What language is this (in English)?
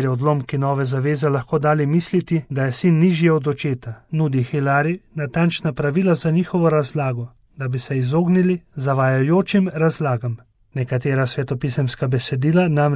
Slovenian